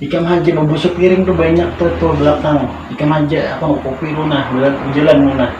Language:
Banjar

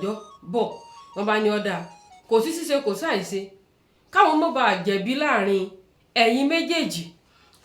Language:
Yoruba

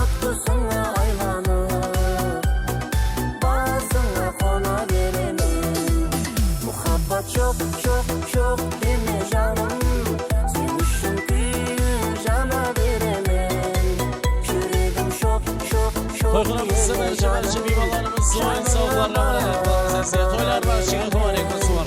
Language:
Kara-Kalpak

